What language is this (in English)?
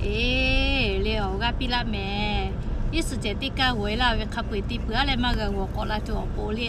Lahu